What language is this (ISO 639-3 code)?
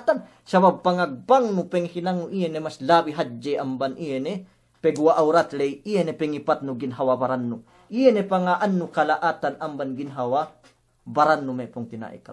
yka